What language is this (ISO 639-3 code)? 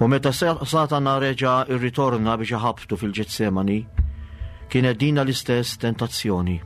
mlt